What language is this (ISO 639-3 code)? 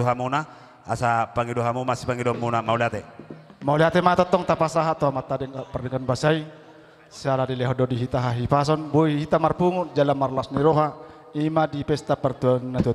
bbc